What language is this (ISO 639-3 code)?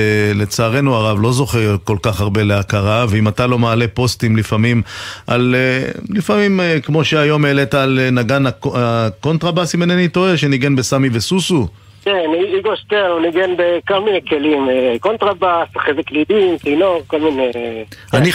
heb